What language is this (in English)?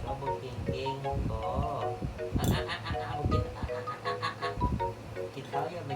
Lao